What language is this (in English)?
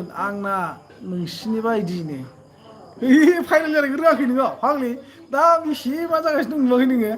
Bodo